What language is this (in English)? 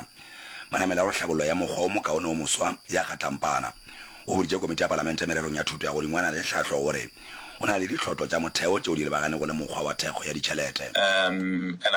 Northern Sotho